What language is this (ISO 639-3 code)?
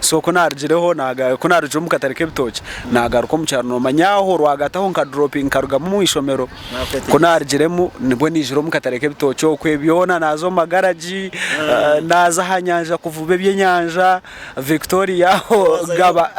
nyn